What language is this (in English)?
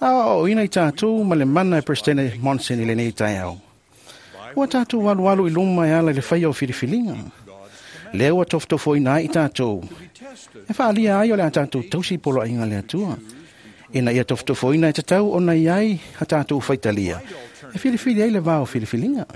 Samoan